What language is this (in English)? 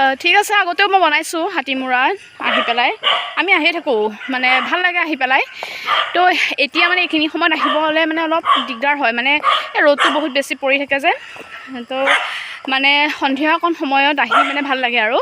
Assamese